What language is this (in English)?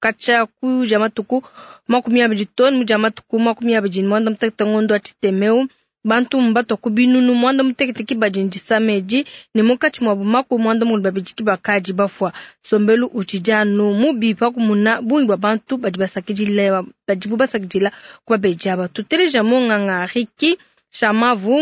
Luba-Lulua